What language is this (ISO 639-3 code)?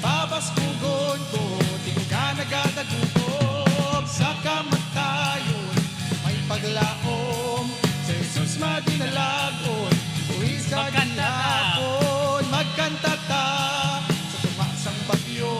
hil